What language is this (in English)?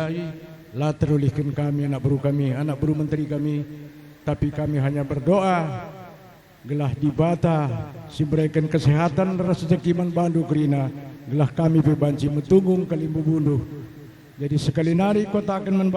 Batak Karo